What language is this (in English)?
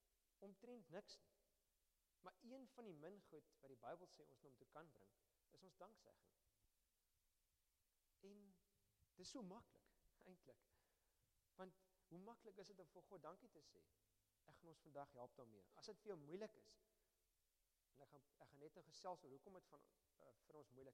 Afrikaans